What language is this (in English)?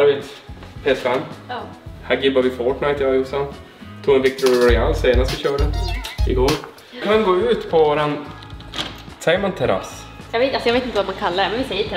Swedish